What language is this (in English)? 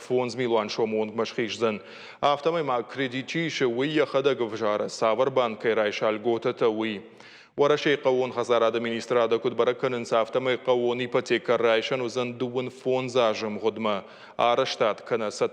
Ossetic